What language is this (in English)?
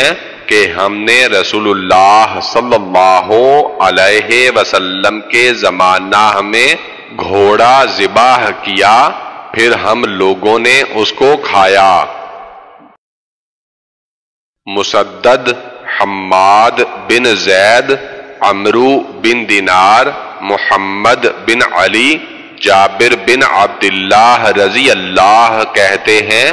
Urdu